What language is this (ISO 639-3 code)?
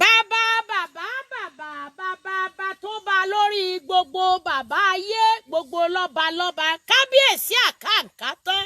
yor